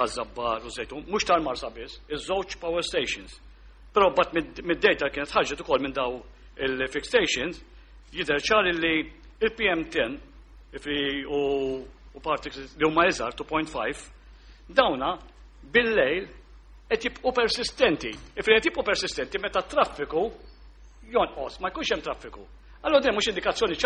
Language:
Maltese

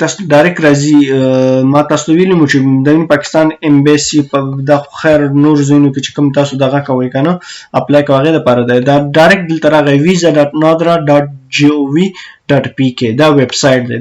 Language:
Pashto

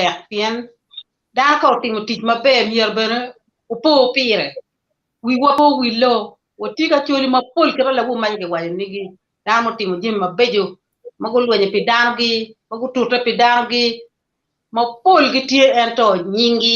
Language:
Acoli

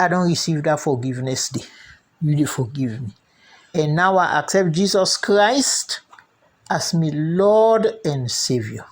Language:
Krio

